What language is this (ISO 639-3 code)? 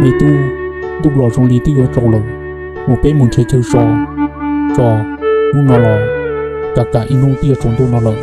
hmn